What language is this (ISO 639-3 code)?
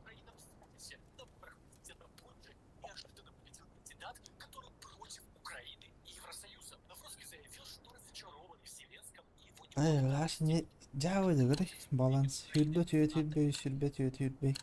sah